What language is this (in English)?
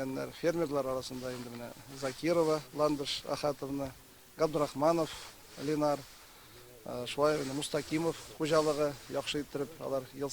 Tatar